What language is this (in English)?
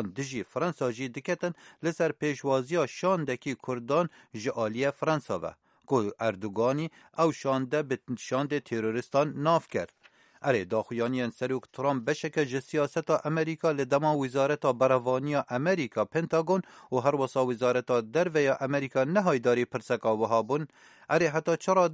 Kurdish